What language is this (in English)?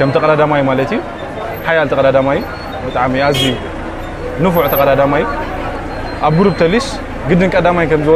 Tigrinya